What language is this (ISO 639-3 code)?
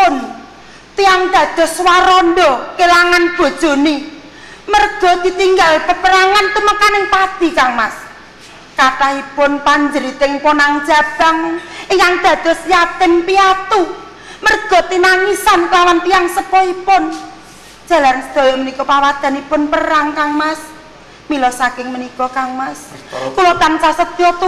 jav